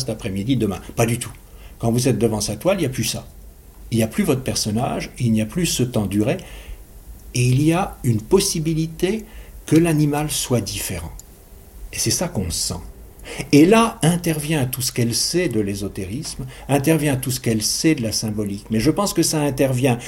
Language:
French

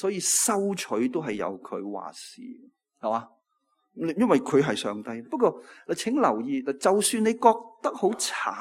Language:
Cantonese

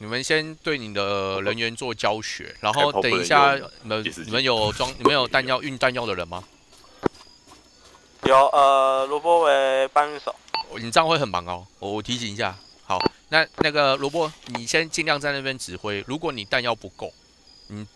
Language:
Chinese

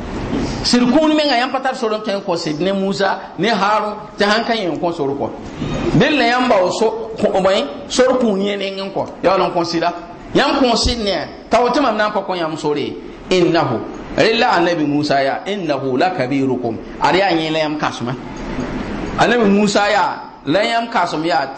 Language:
Mossi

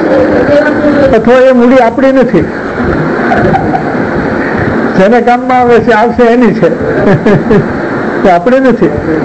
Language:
Gujarati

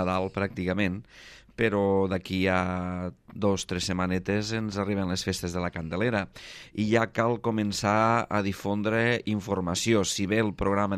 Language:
Catalan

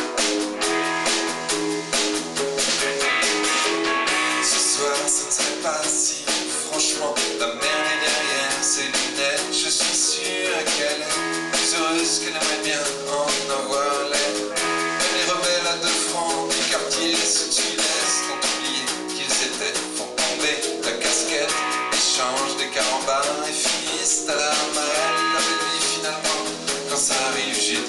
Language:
French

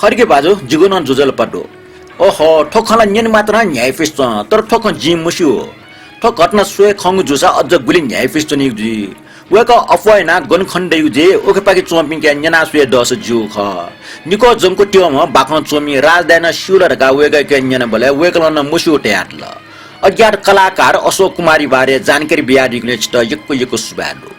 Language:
Newari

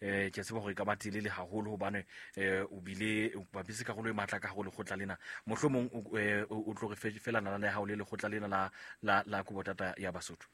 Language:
Southern Sotho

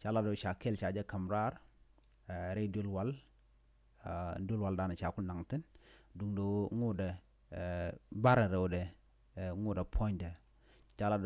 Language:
Nuer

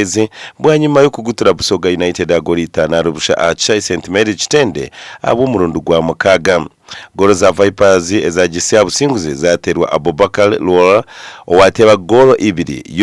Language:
Nyankole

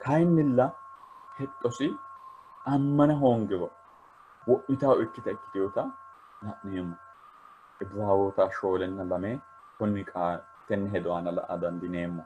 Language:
Sidamo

